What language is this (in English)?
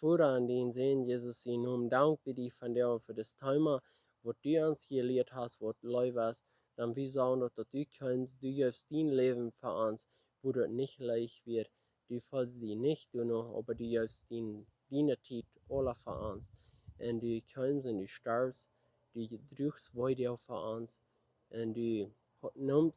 Plautdietsch